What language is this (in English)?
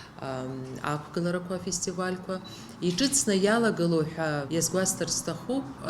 Abkhazian